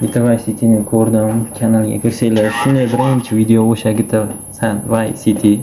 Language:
Uzbek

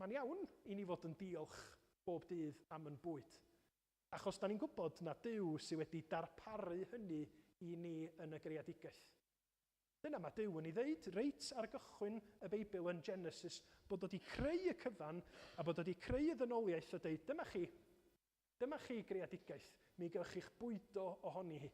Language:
Welsh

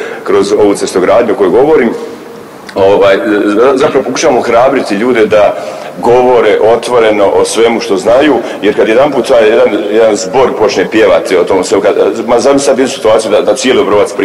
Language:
Croatian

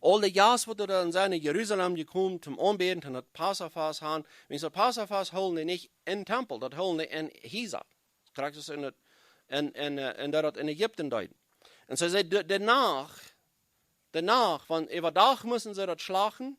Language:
Plautdietsch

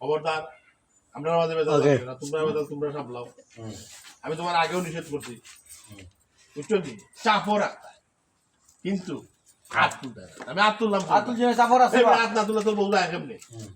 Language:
Sylheti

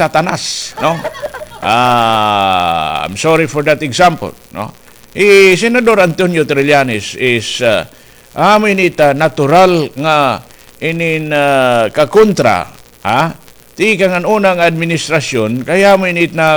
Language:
Waray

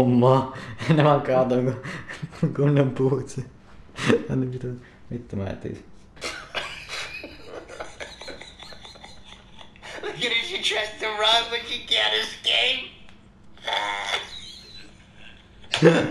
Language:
Finnish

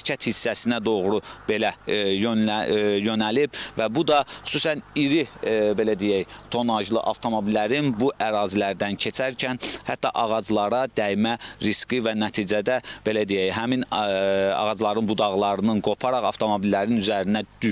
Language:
Azerbaijani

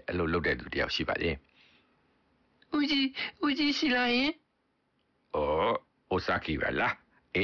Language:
Burmese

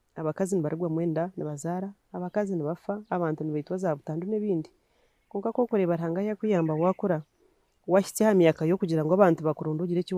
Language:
Nyankole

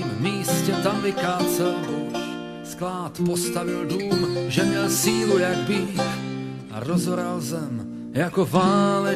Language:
Czech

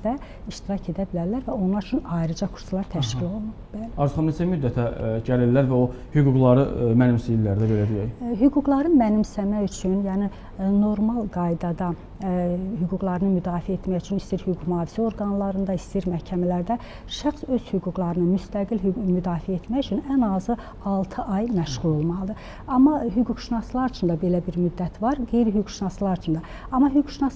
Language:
Azerbaijani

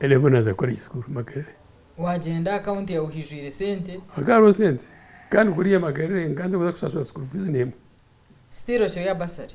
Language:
Nyankole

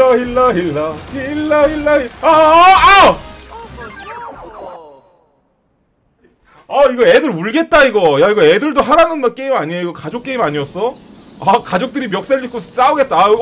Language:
Korean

